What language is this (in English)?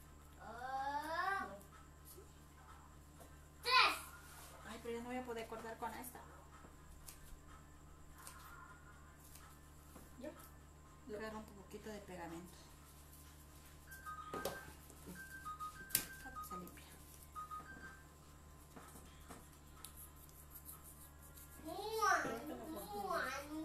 Spanish